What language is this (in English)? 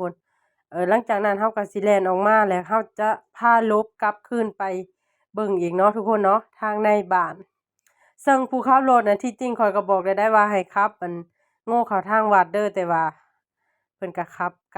Lao